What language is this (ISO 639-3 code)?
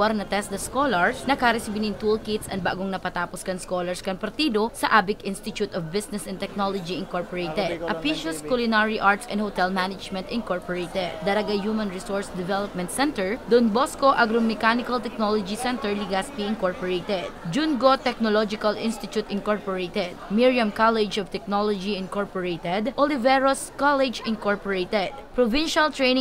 bik